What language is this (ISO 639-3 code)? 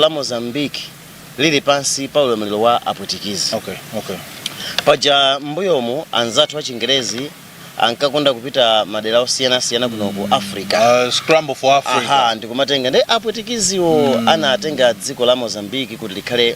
nya